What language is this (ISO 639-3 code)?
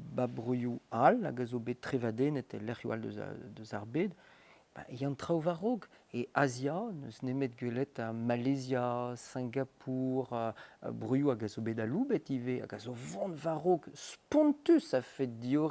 bre